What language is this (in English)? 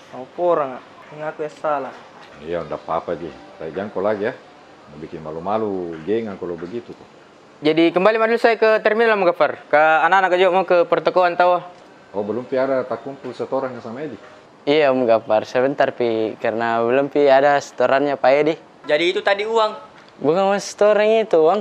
Makassar Malay